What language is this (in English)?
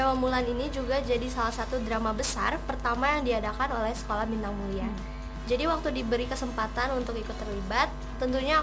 Indonesian